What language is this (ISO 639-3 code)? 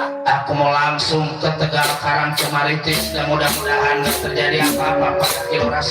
bew